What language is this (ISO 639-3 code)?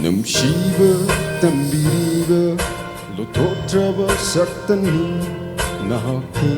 pmx